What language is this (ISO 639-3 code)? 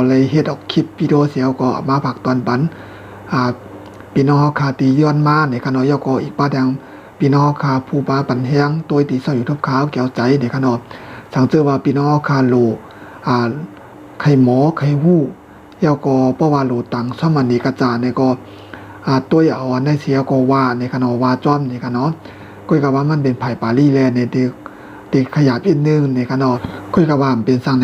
shn